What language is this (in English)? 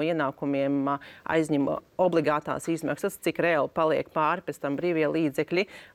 Latvian